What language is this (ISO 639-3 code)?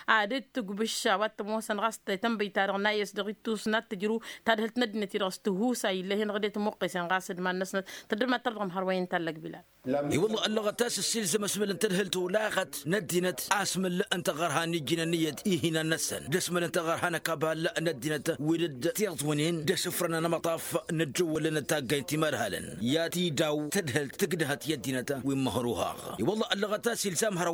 taq